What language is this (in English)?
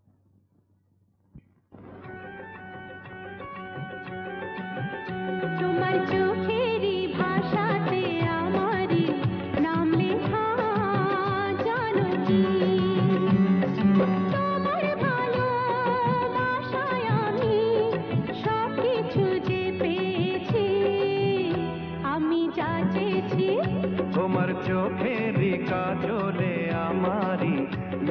Bangla